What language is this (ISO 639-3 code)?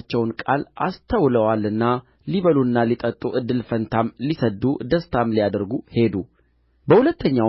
amh